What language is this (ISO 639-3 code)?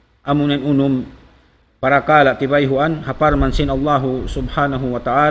tsg